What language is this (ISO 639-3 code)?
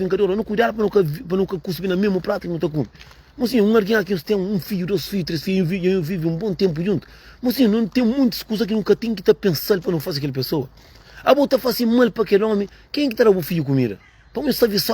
kea